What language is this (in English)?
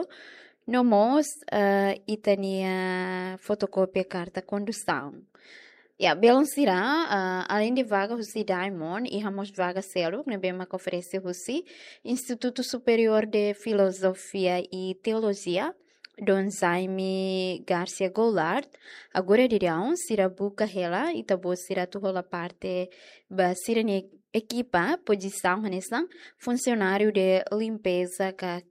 Tetum